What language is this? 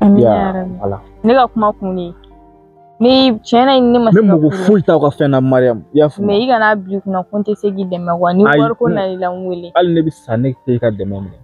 Bambara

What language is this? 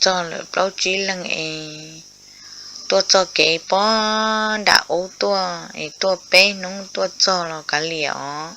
Hmong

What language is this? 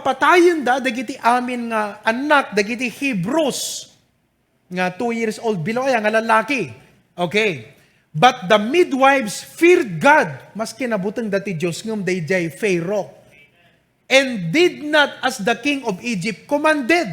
Iloko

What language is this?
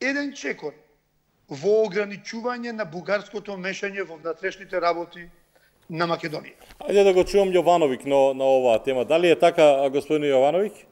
Macedonian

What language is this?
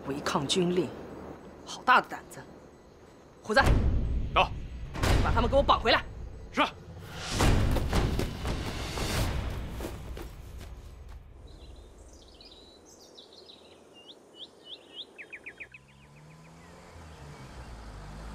Chinese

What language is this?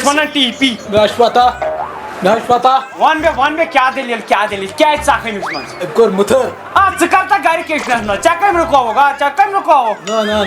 Kashmiri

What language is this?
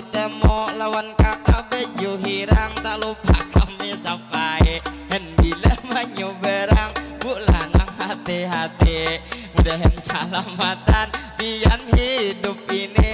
Banjar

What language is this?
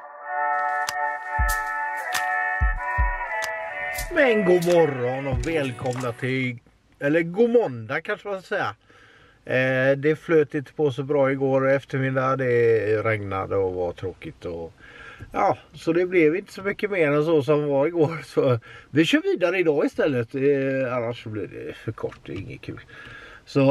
Swedish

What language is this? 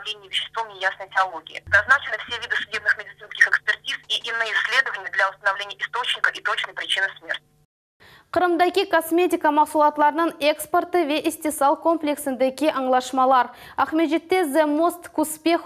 Crimean Tatar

